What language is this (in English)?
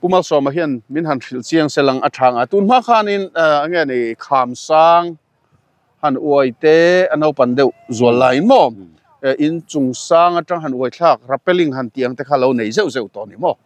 Mizo